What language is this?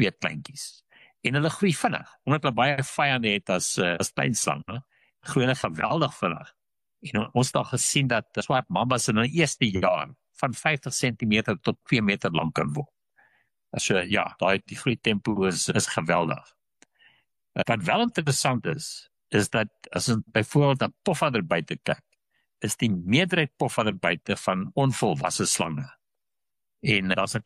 Afrikaans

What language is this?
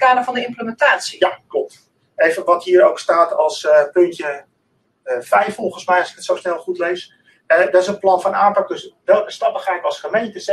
Dutch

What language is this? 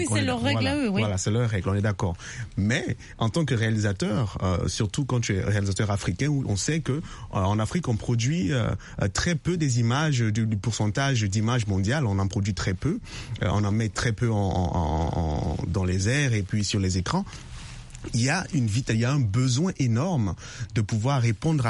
French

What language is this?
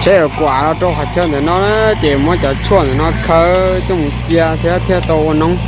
Hmong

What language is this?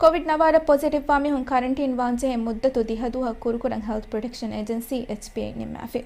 Divehi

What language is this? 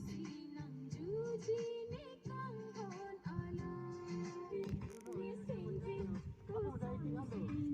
Karbi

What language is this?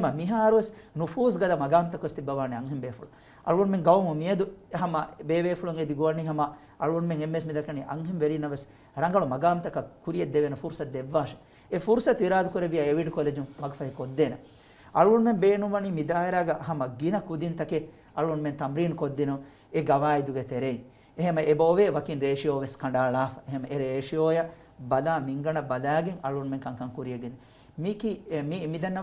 Divehi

